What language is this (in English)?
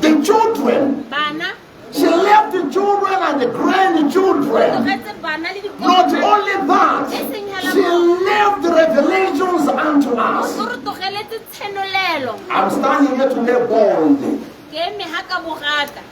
Tswana